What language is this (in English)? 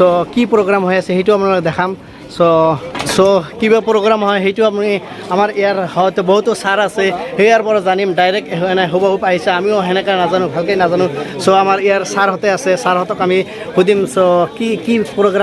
Assamese